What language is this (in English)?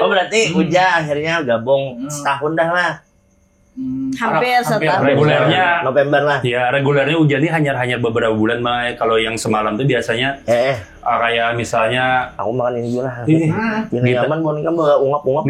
Banjar